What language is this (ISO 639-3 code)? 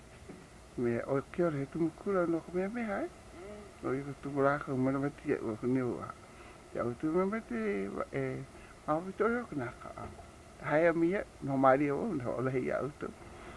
haw